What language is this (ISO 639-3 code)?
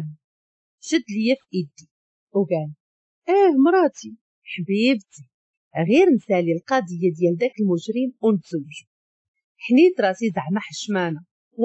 ary